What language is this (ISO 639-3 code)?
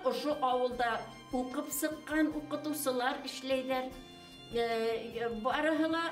bak